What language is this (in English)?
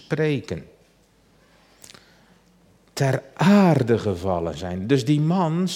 Dutch